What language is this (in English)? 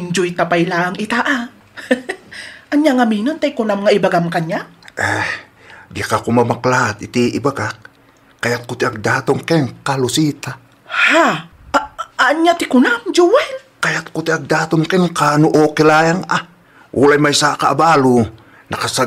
Iloko